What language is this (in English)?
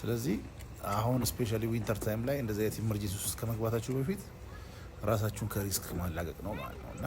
Amharic